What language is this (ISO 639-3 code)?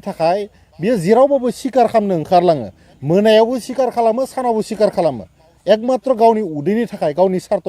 brx